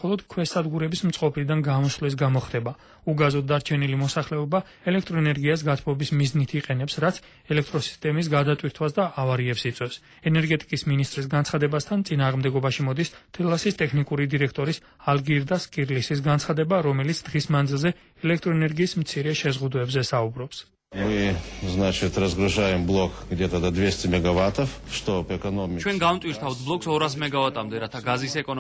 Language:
Georgian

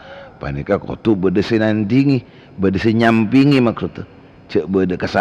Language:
Madurese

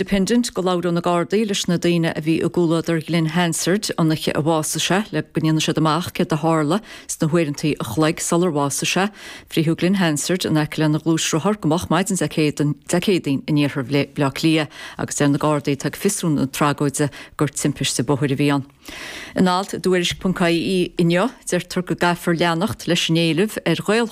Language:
Irish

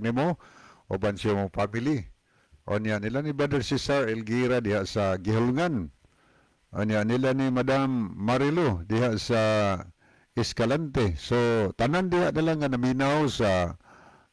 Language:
Cebuano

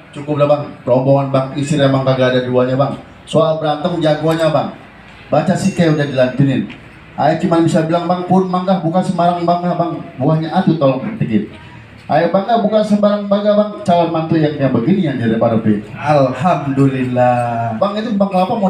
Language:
Betawi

